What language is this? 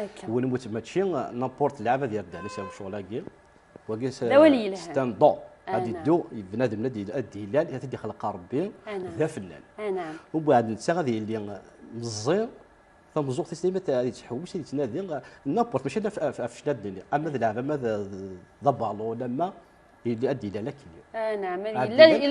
Kabyle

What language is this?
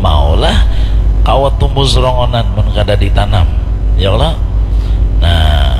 Banjar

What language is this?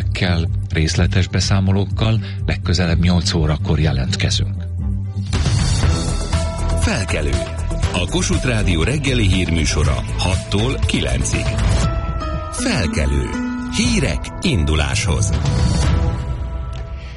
Hungarian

